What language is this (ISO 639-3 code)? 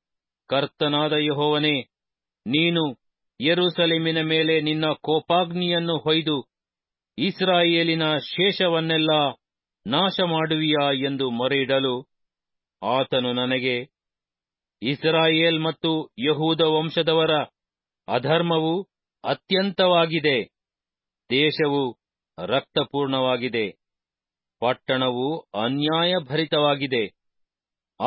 kan